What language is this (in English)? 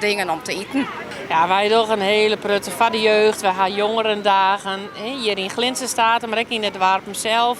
Western Frisian